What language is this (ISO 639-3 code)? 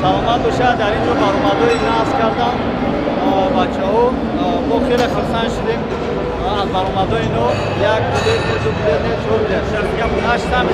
tgk